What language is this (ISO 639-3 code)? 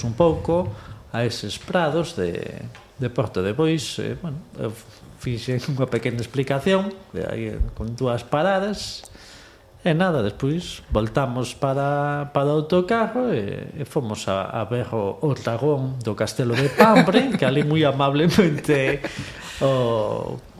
glg